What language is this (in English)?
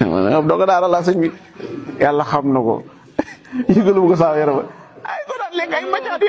Wolof